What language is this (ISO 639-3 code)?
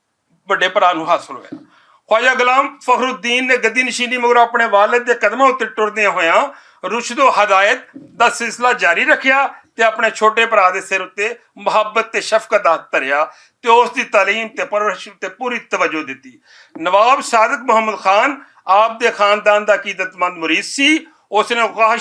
lah